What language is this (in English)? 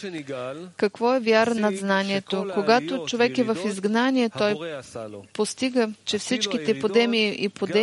Bulgarian